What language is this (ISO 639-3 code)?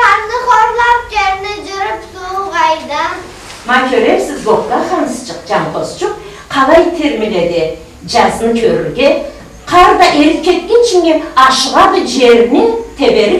krc